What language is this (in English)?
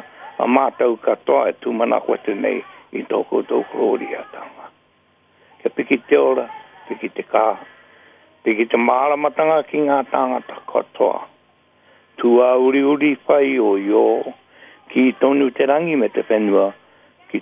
Māori